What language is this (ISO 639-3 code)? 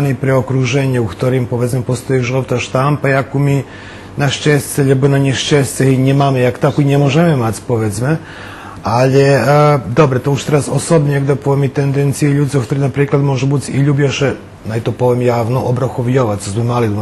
rue